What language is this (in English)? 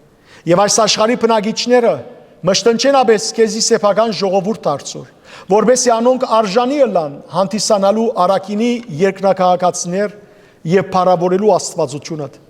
Western Armenian